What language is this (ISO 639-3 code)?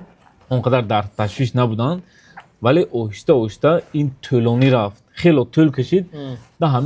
tgk